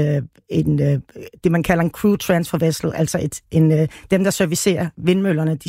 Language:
Danish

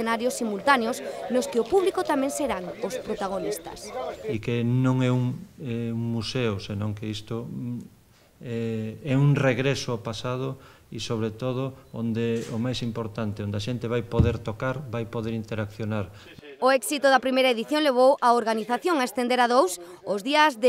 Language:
Galician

